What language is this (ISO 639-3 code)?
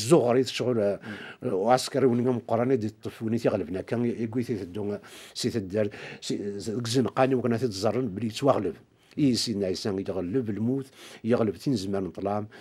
kab